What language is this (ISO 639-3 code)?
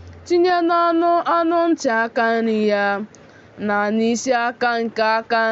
ibo